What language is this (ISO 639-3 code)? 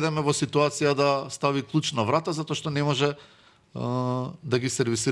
mkd